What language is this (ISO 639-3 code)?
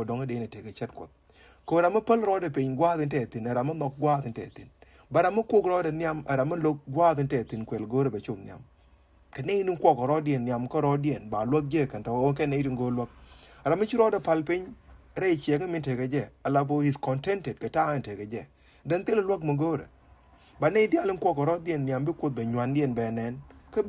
nus